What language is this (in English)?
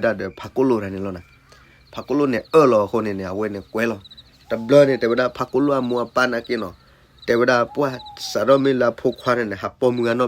S'gaw Karen